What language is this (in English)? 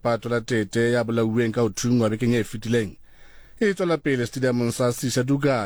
Southern Sotho